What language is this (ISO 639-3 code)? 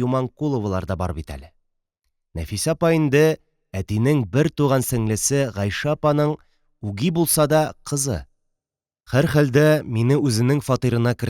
tat